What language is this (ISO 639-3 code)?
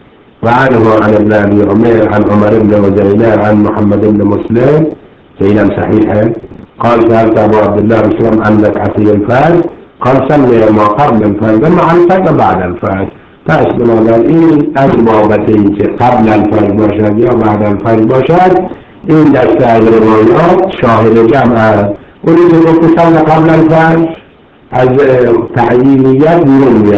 fas